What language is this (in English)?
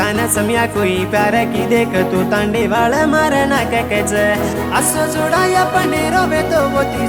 Lambadi